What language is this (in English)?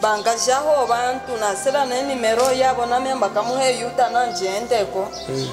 Luba-Katanga